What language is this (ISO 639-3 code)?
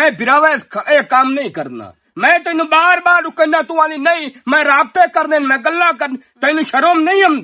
lah